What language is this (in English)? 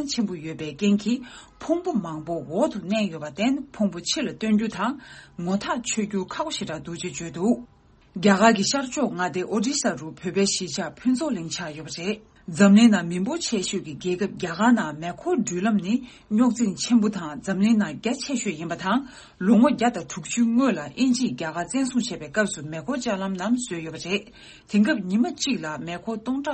Tibetan